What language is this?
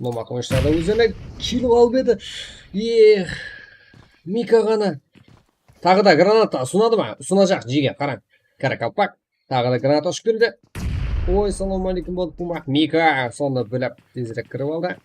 Kara-Kalpak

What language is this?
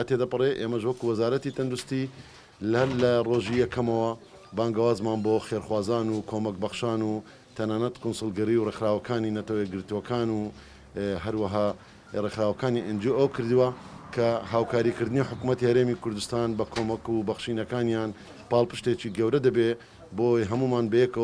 Central Kurdish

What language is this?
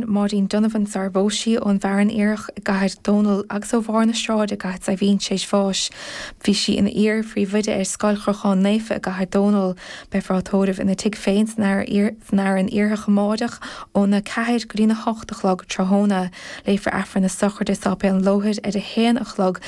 Irish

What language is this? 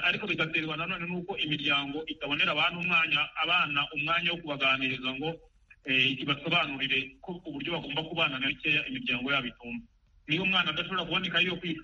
Kinyarwanda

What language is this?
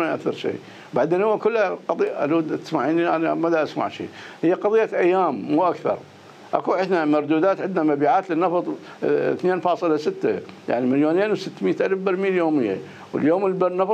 Mesopotamian Arabic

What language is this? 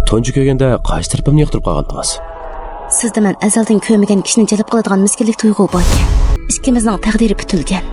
Uyghur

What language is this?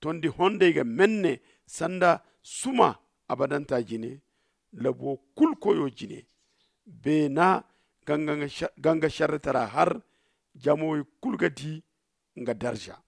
Zarma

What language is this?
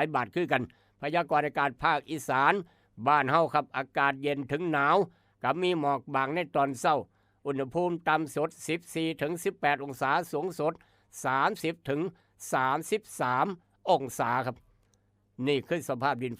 Northeastern Thai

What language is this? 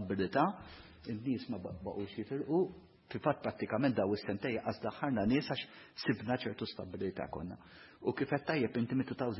Maltese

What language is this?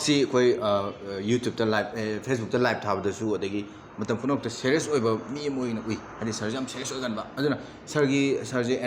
Manipuri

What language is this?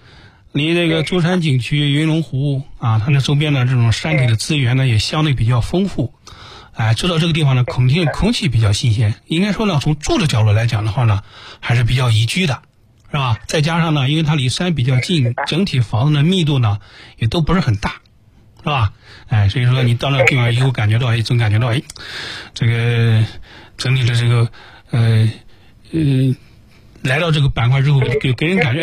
Chinese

